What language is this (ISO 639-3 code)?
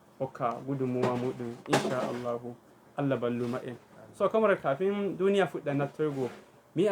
ful